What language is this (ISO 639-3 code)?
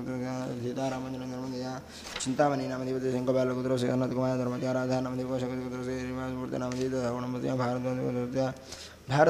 san